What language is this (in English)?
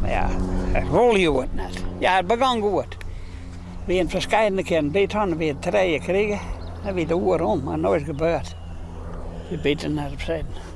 Western Frisian